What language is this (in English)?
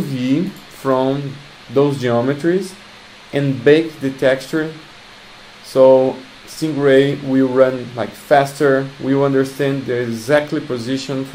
English